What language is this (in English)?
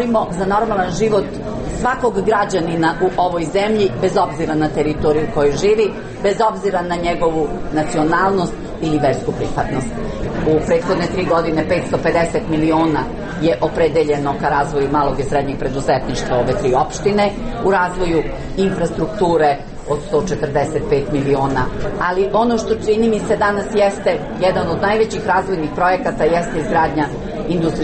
Serbian